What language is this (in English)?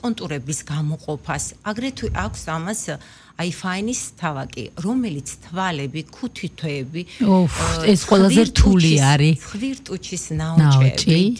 Georgian